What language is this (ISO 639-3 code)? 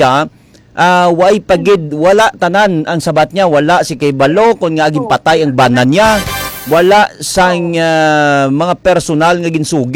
hil